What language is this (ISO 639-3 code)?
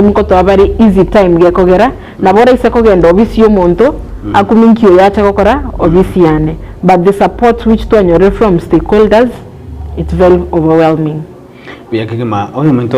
guz